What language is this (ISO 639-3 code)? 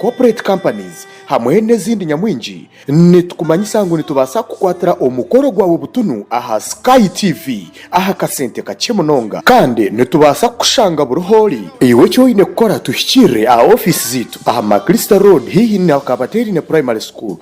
nyn